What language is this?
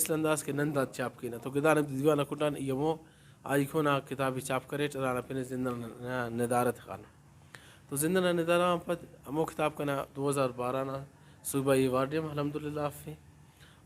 Brahui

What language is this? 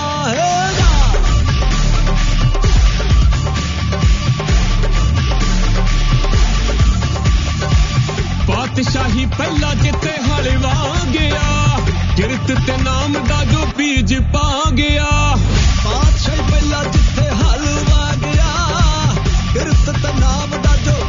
Punjabi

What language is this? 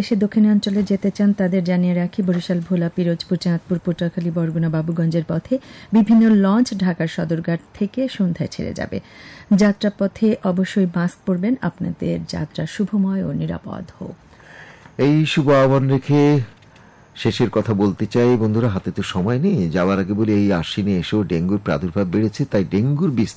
Bangla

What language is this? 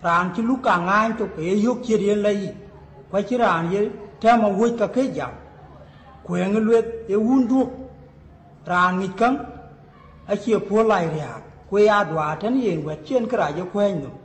Dinka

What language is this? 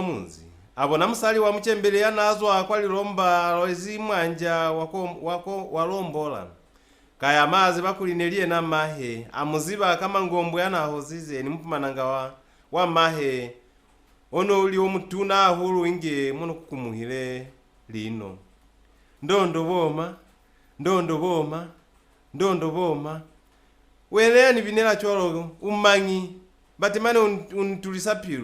Lozi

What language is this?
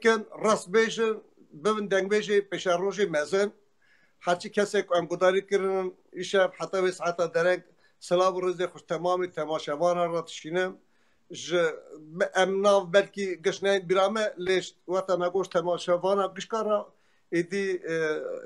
Kurdish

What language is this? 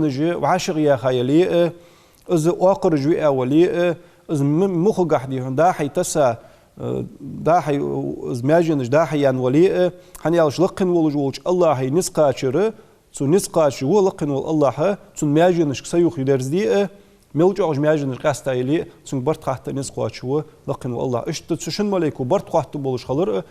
Ingush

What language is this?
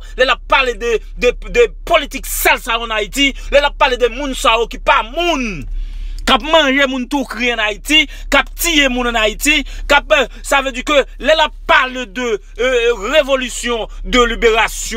Haitian Creole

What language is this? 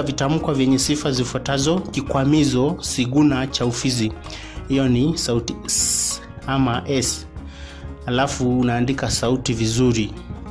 Swahili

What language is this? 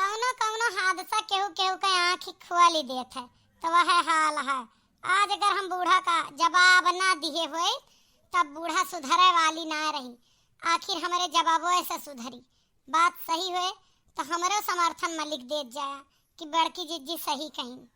Awadhi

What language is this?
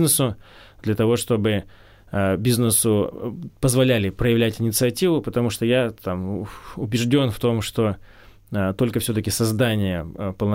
Russian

